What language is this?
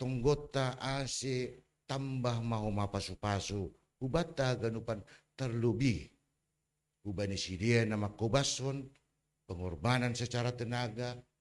Batak Simalungun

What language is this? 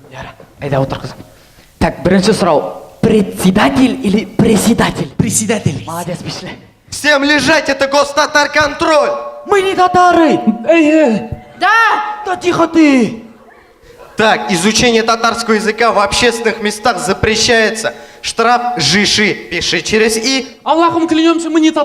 Tatar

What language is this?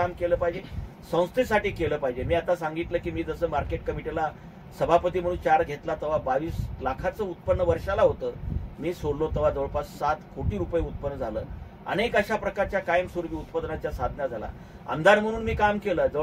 Marathi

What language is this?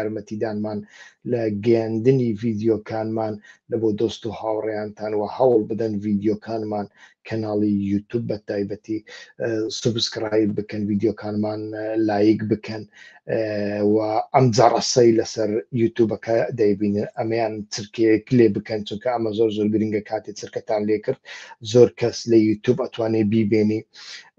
Central Kurdish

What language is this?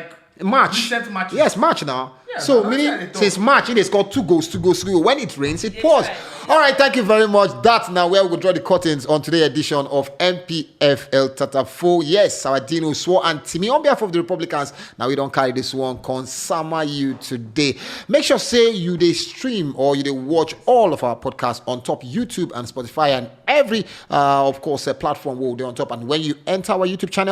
Nigerian Pidgin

